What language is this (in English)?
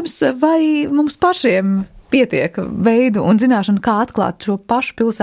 Latvian